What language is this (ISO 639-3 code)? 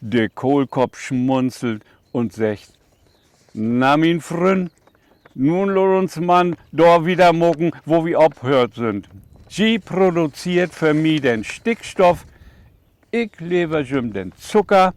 nds